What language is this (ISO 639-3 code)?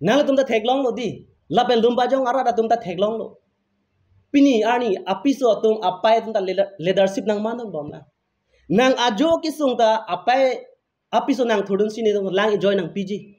mjw